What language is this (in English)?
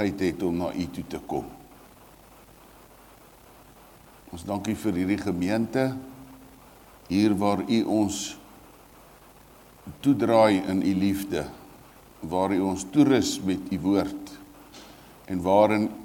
Afrikaans